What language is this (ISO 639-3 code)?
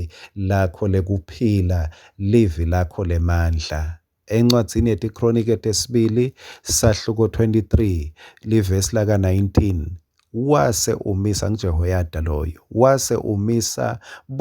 ssw